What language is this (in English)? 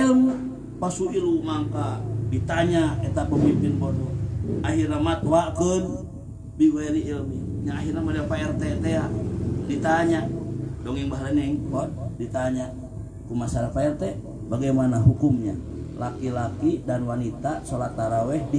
Sundanese